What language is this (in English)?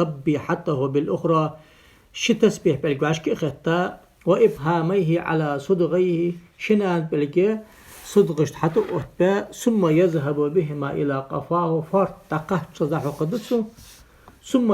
Ingush